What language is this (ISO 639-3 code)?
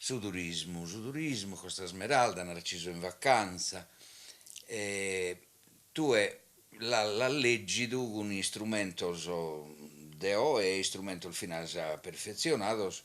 srd